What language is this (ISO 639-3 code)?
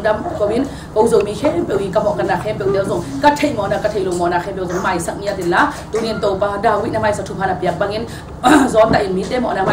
ctd